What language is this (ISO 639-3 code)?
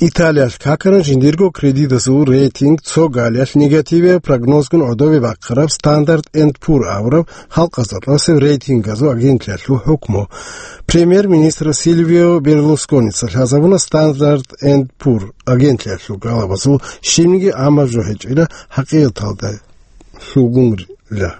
ava